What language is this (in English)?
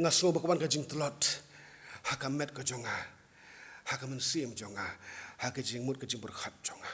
Khasi